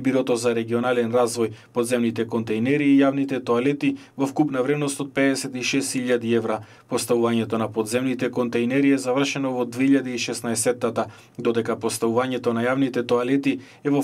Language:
Macedonian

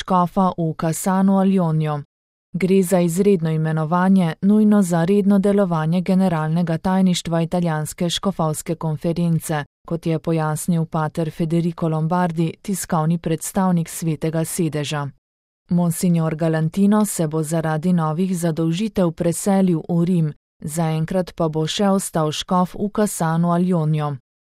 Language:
Slovenian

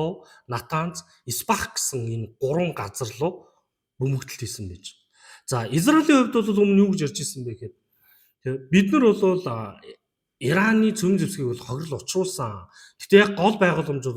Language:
Mongolian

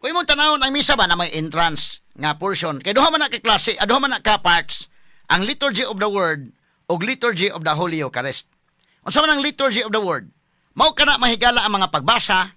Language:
Cebuano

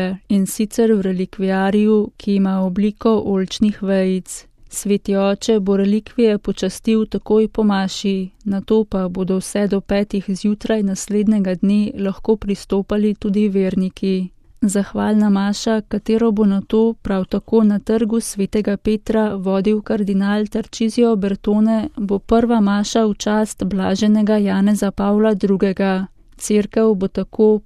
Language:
Slovenian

